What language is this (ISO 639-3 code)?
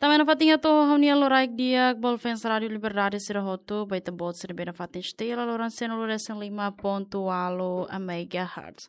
tet